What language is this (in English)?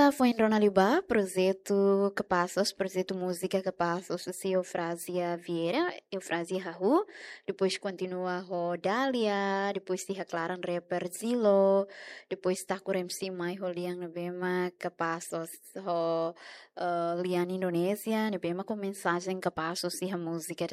Tetum